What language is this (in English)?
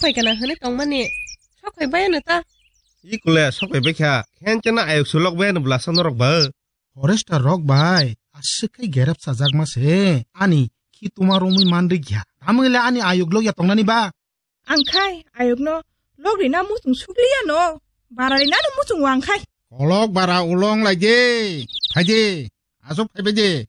Kok Borok